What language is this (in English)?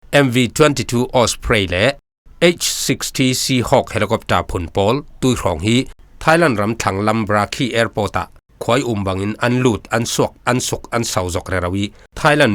Falam Chin